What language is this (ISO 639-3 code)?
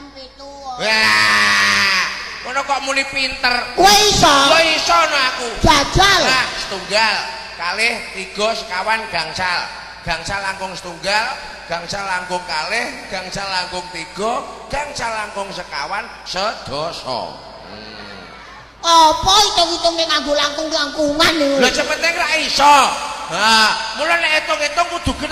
jav